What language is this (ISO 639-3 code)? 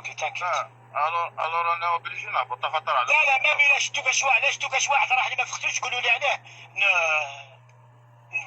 arq